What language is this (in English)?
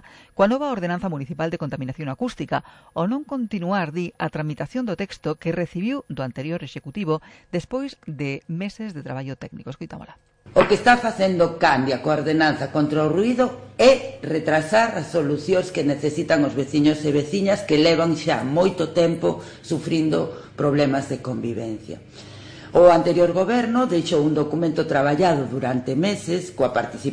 Galician